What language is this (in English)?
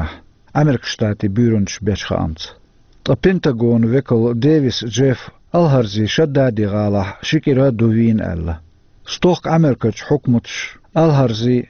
Chechen